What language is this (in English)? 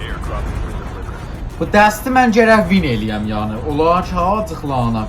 South Azerbaijani